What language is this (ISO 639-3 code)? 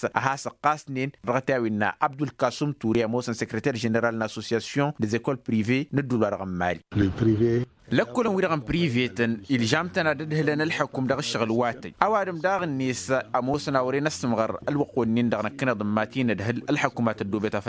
taq